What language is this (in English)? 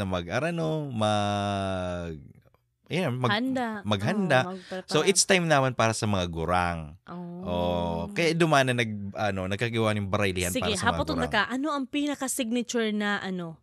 Bikol